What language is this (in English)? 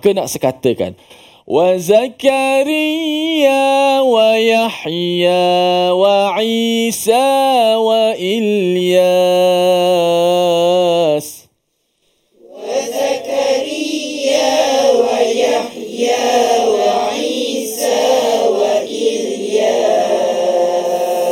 Malay